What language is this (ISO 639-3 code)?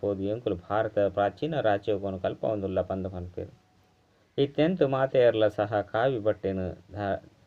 tcy